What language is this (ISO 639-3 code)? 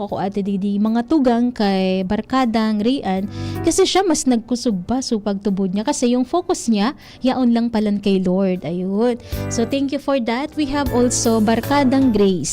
bik